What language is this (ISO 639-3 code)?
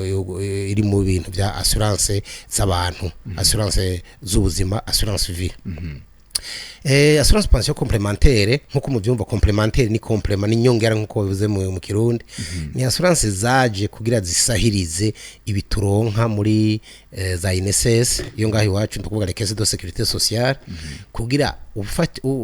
run